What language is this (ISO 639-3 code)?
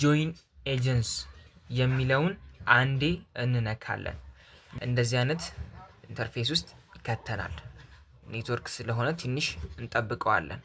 amh